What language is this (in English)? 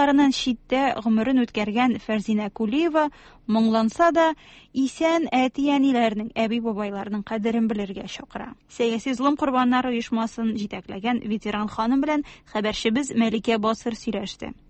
Tatar